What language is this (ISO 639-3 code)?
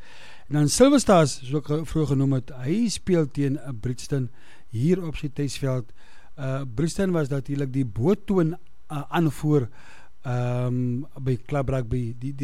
afr